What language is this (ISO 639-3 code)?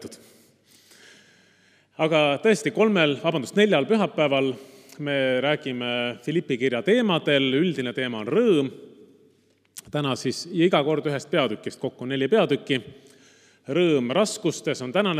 est